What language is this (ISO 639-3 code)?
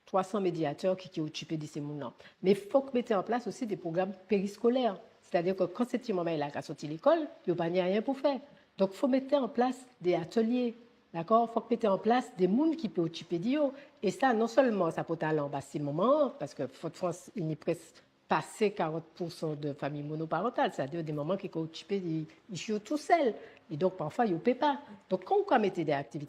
gcf